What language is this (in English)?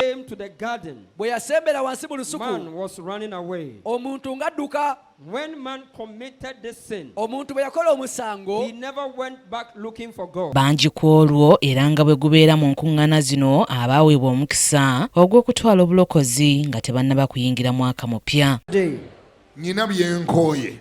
Ganda